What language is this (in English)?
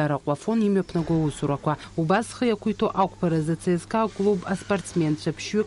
Abkhazian